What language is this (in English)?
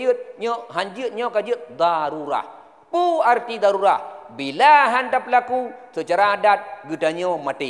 Achinese